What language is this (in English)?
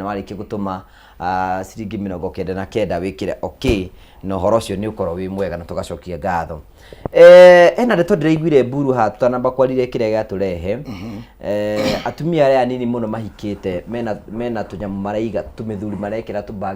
Kikuyu